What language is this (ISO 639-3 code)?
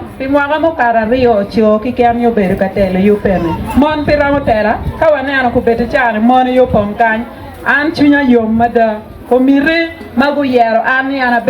ach